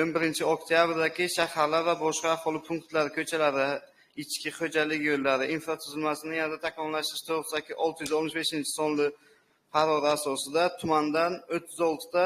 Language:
Uzbek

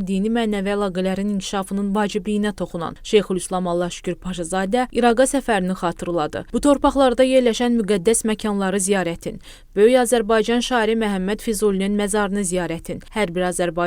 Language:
Azerbaijani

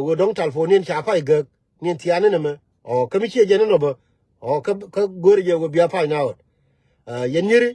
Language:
Nuer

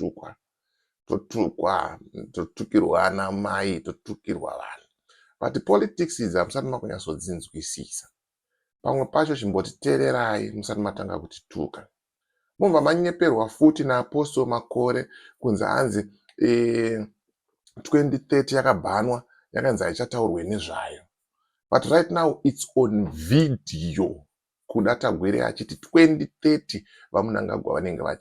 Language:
Shona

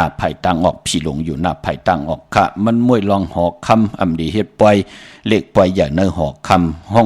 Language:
Shan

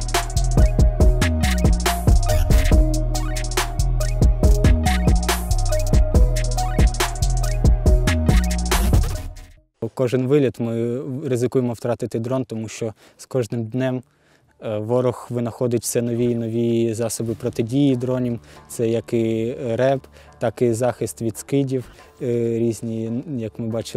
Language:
Ukrainian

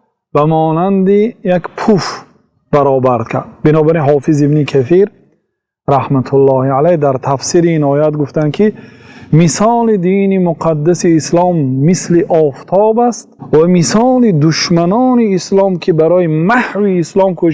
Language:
Tajik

